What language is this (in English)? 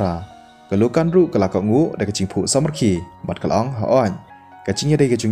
Khasi